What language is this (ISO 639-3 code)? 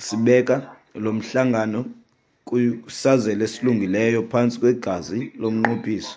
xho